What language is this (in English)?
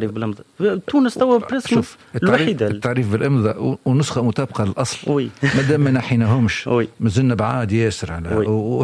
Tunisian Arabic